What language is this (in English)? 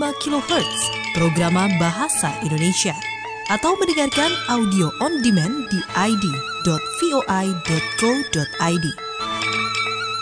Indonesian